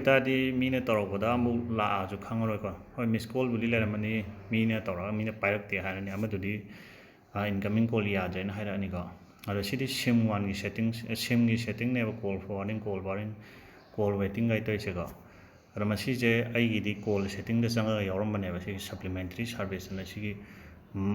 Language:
Manipuri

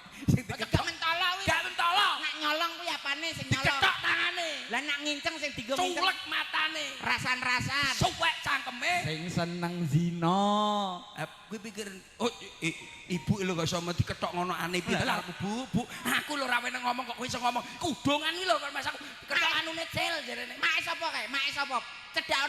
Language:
Javanese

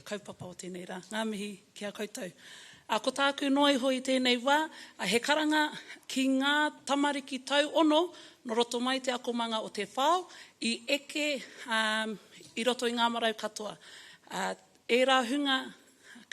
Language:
Māori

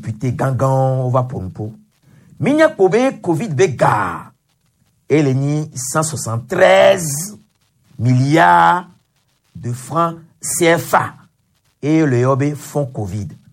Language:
Gen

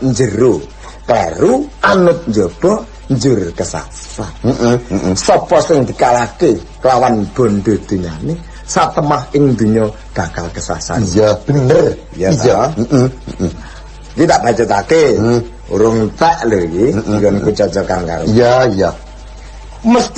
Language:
Javanese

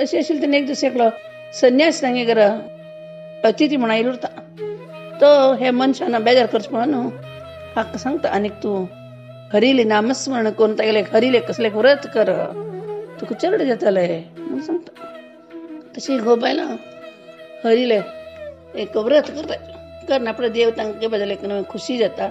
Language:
Konkani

